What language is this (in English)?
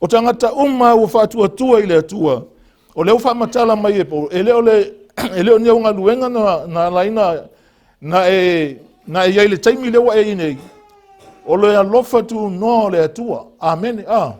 Samoan